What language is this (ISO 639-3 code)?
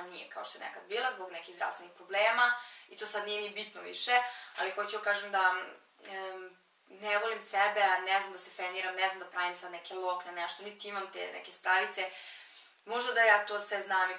srp